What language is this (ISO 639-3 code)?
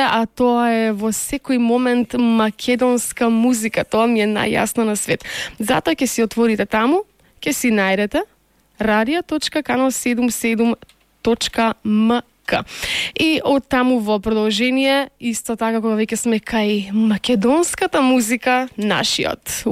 mkd